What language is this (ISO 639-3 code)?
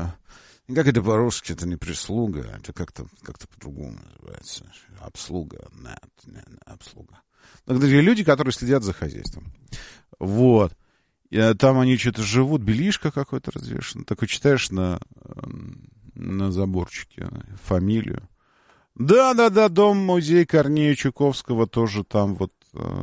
rus